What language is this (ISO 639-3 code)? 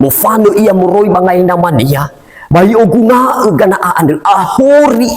nia